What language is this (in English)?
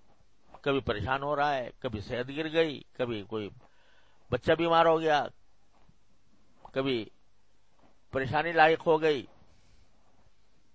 Urdu